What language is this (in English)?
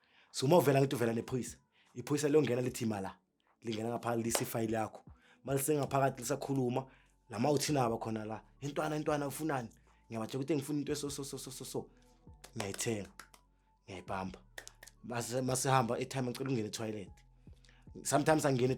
Zulu